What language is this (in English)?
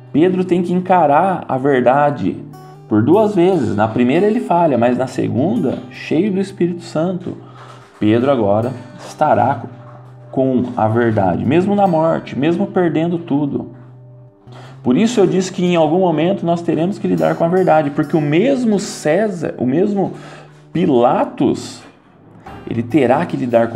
Portuguese